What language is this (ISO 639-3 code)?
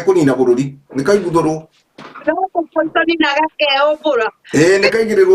kik